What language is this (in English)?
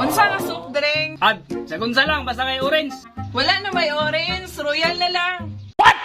Cebuano